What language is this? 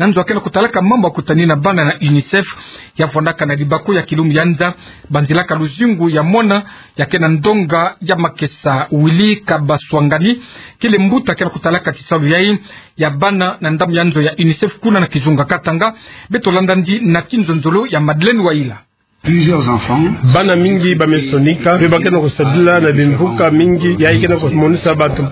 Kituba (Democratic Republic of Congo)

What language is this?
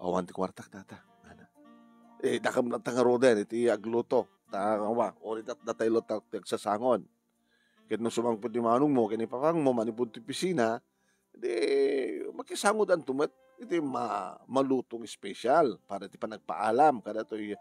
Iloko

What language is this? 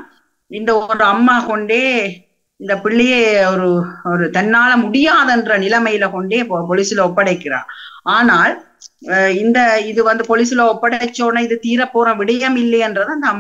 Tamil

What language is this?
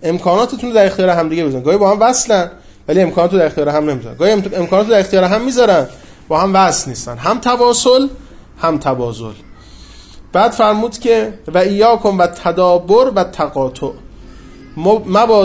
Persian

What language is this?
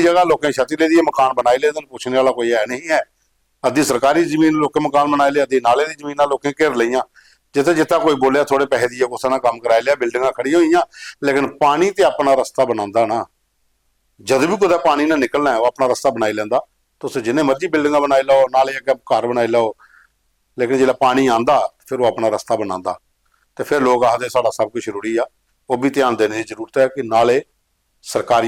Dogri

